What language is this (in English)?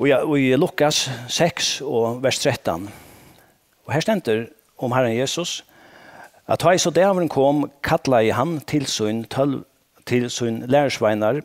Faroese